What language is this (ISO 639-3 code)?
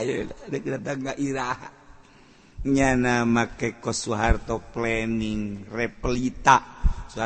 sun